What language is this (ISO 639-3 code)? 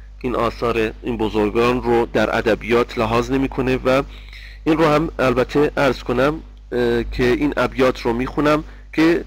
fas